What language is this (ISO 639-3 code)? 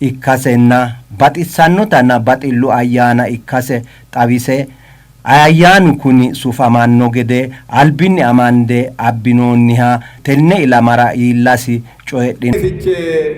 sid